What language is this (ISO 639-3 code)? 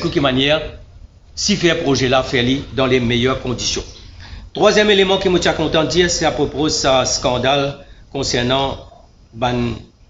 mfe